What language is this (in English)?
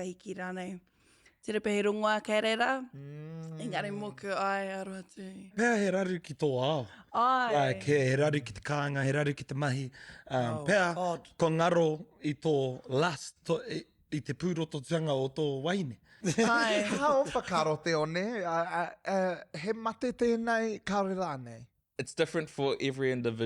Māori